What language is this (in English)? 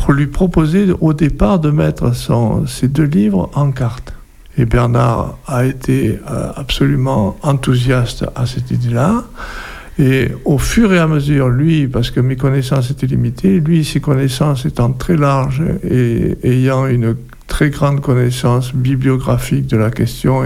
French